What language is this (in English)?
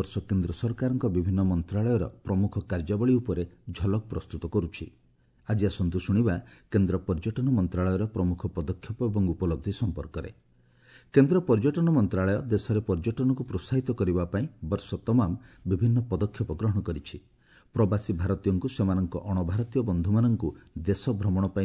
Odia